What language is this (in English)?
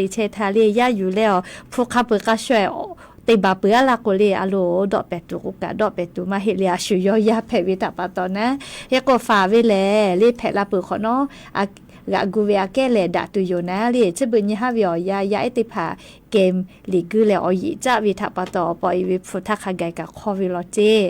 Lahu